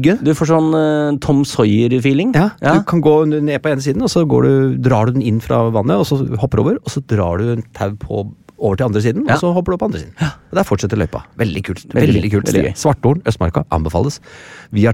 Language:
Norwegian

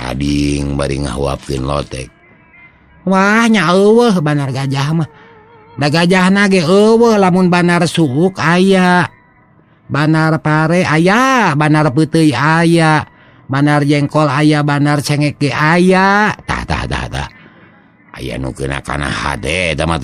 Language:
Sundanese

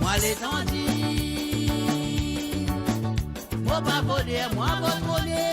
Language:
Morisyen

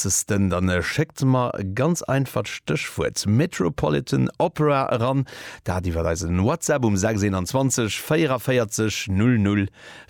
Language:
Luxembourgish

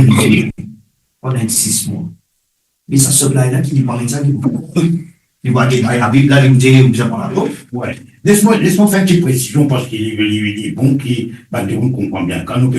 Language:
Morisyen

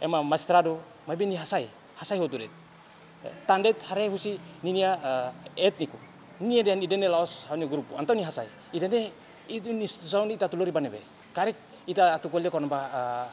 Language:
Tetum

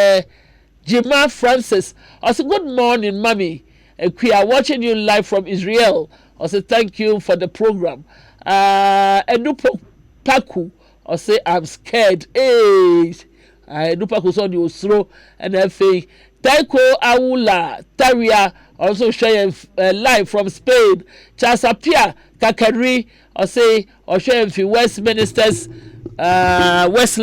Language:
Akan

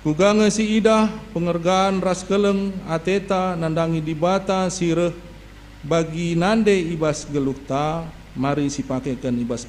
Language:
Batak Karo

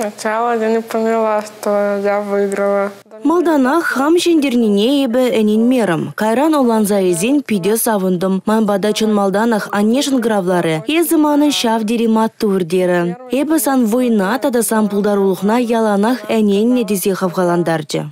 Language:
Chuvash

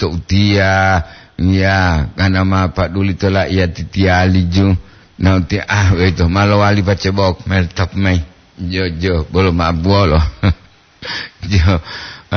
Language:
Gorontalo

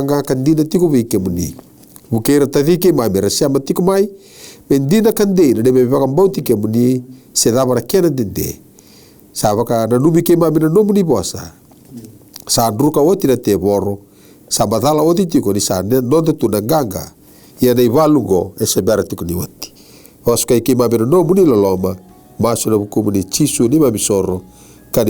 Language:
Fijian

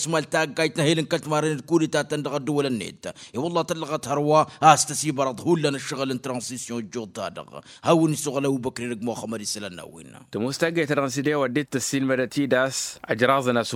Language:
Tamasheq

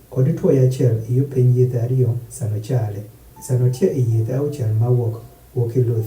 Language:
Adhola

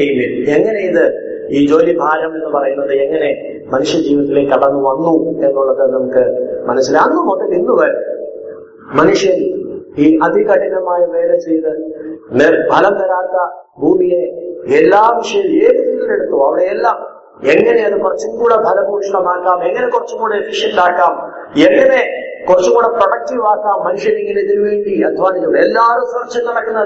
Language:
Malayalam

